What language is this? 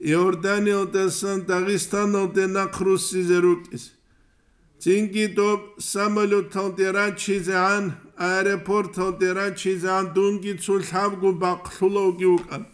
Avaric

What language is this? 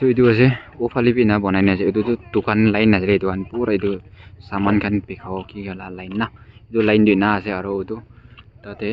Naga Pidgin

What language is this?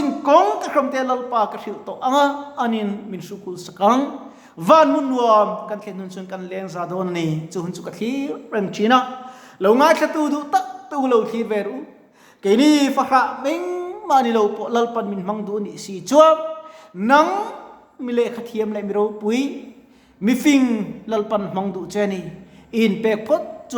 Mizo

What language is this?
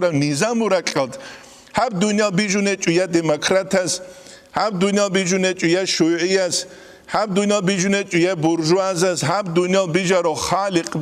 Avaric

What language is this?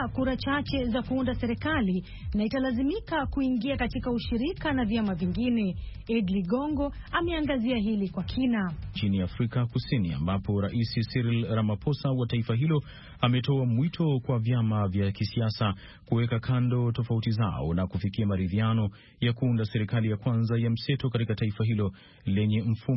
Swahili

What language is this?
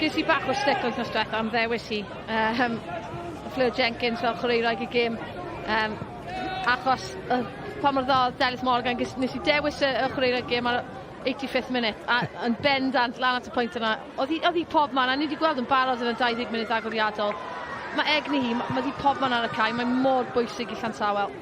Welsh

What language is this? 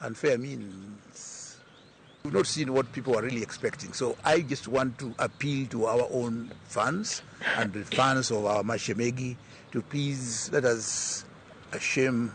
Luo (Kenya and Tanzania)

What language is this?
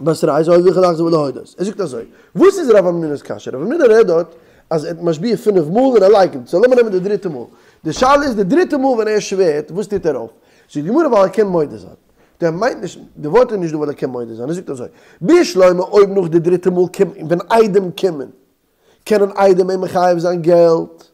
Yiddish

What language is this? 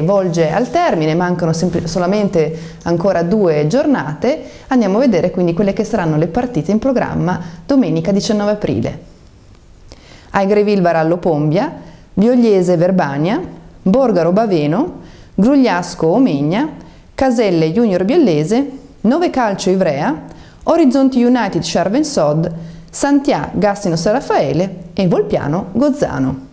Italian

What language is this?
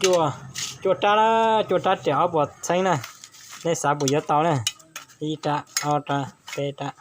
Hmong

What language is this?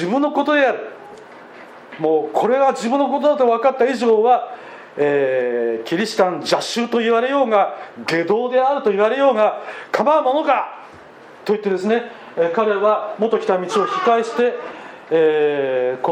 Japanese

